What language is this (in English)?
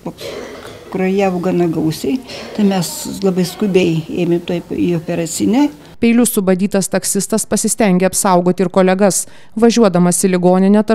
Lithuanian